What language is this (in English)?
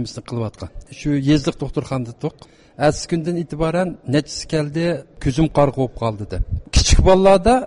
Uyghur